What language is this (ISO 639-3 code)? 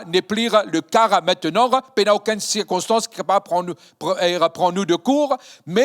mfe